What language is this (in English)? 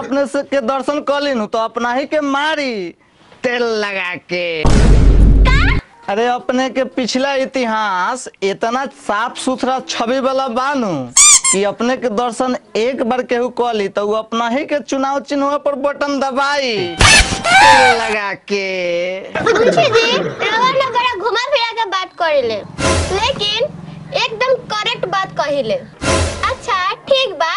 Bhojpuri